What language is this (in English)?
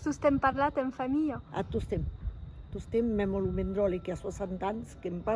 Occitan